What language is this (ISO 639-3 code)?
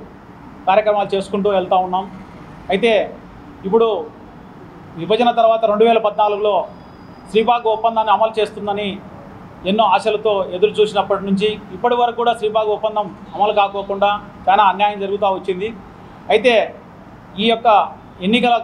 tel